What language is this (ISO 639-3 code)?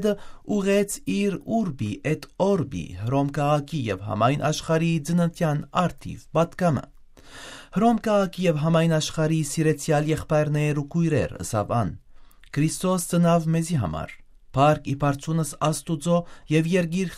hyw